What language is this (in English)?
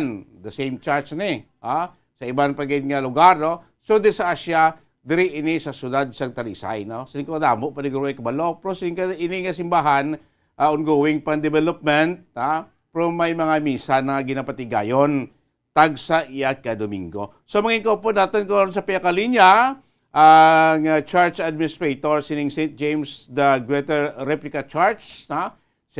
Hiligaynon